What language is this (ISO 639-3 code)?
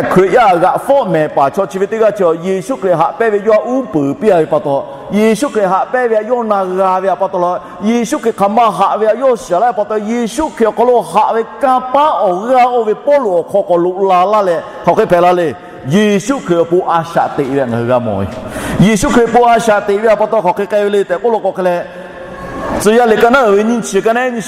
lhu